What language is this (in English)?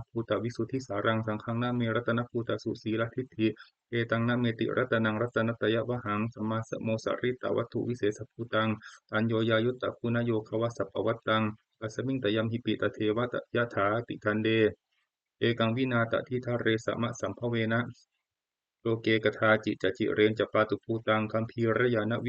Pali